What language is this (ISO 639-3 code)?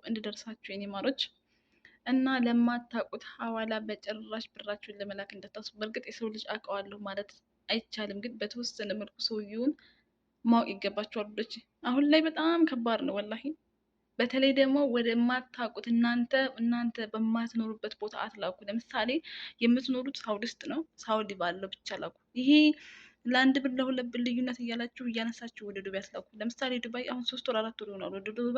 amh